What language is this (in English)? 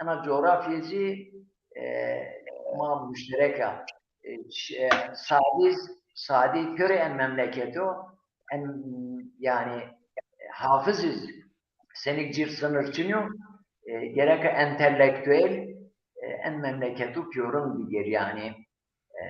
Zaza